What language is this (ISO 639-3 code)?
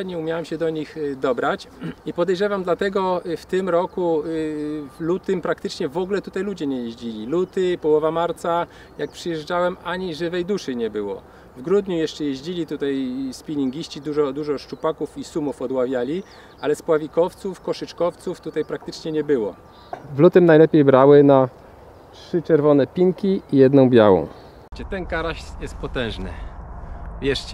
pol